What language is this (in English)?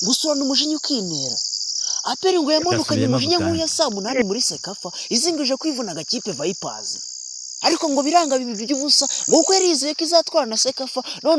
Kinyarwanda